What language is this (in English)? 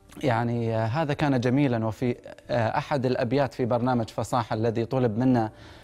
Arabic